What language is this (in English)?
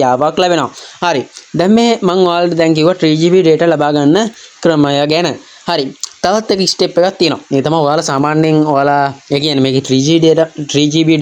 Sinhala